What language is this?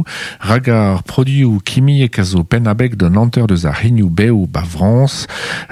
Breton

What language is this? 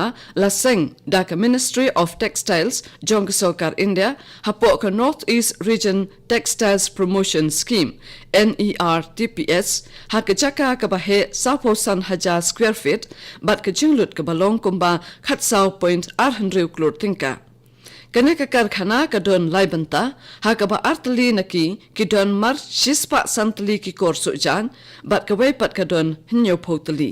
Khasi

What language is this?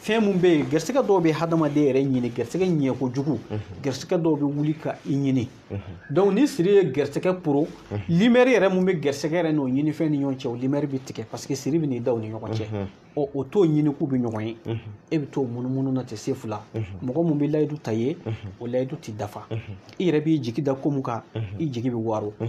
Bambara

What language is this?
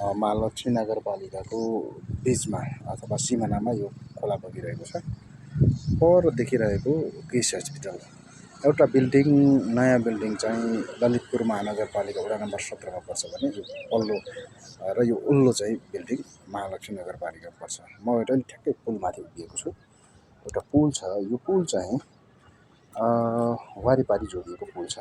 Nepali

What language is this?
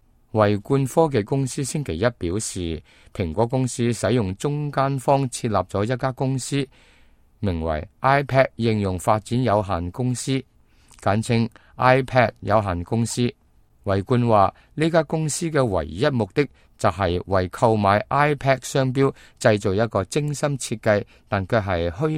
Cantonese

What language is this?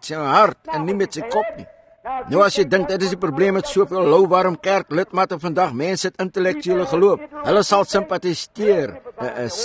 Afrikaans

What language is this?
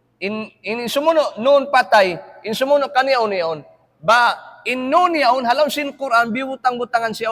Tausug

